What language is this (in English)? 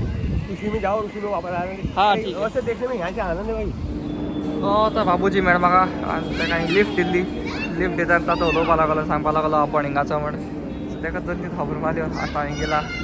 Konkani